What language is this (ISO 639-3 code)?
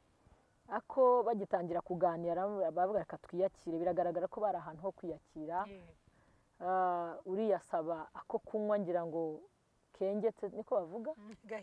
kin